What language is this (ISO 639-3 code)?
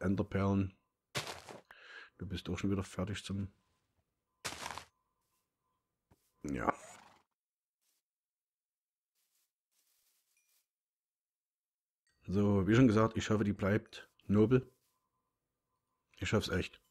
deu